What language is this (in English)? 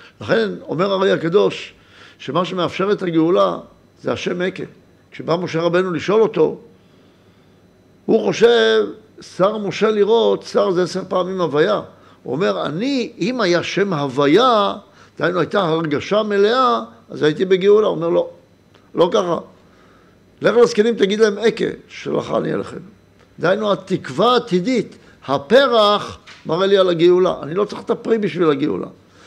Hebrew